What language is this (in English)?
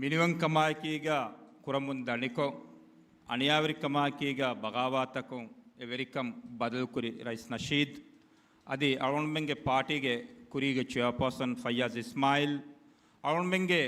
Divehi